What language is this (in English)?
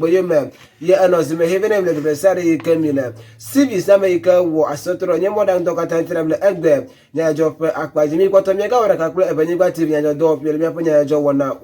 Ewe